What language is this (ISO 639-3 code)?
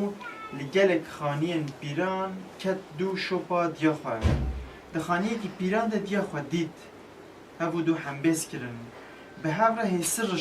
kur